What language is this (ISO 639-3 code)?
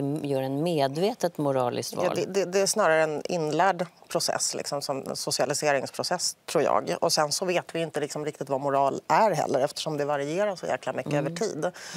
swe